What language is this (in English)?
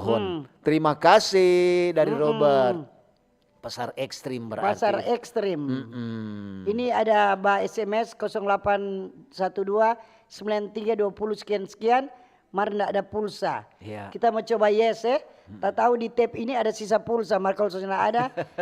Manado Malay